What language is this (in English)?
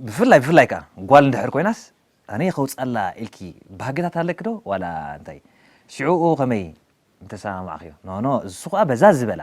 Tigrinya